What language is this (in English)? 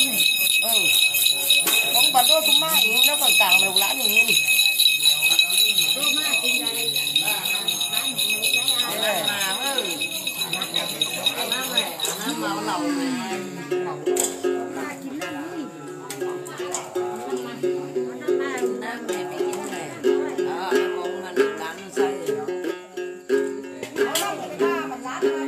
Vietnamese